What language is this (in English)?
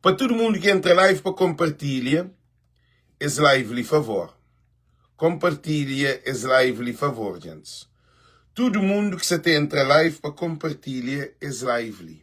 Kabuverdianu